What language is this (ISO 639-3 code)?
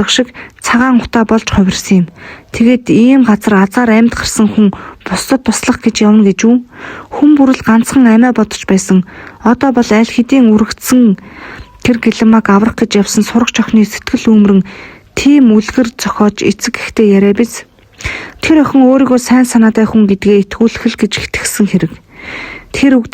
mon